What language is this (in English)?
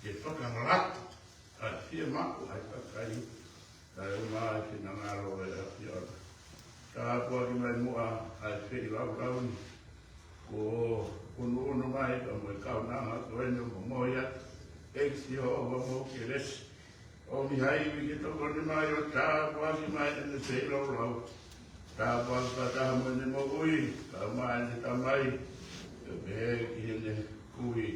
Tongan